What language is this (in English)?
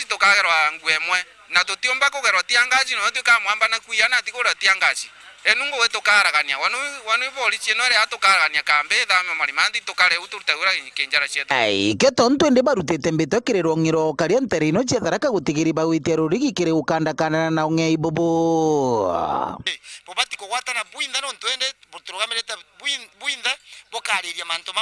Meru